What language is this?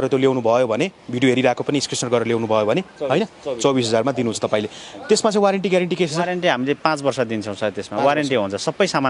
Nepali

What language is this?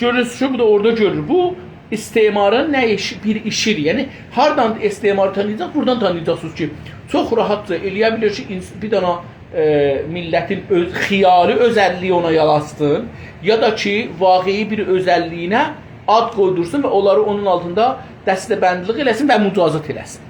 South Azerbaijani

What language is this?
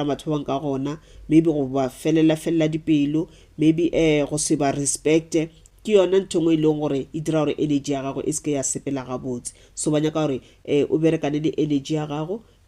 Northern Sotho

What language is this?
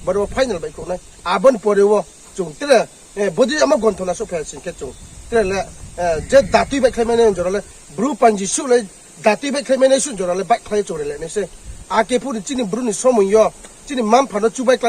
Riang (India)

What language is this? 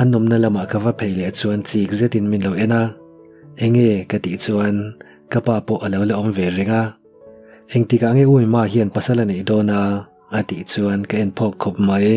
Mizo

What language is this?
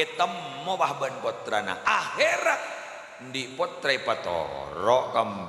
Madurese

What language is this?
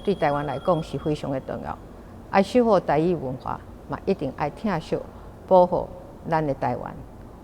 Min Nan Chinese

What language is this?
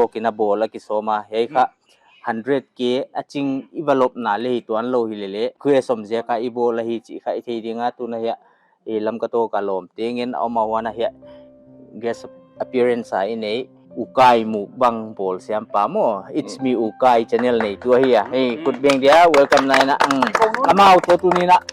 Paite Chin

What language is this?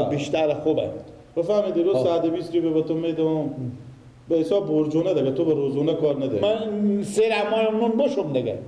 Persian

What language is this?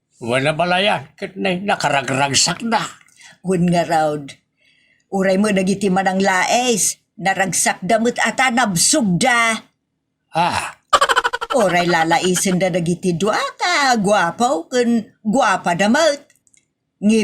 Iloko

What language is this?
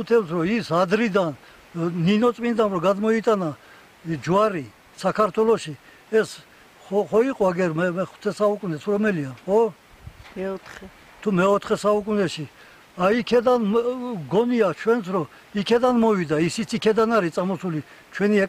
Georgian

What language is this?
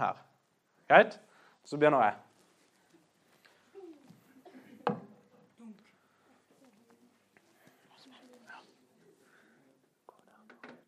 Norwegian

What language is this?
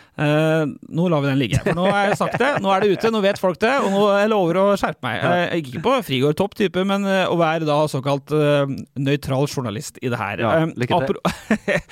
Norwegian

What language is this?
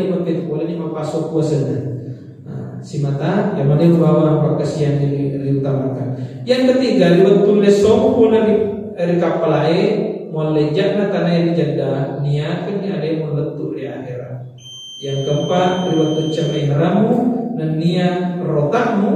Buginese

